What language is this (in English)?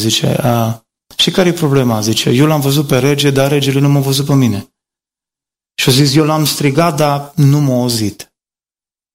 Romanian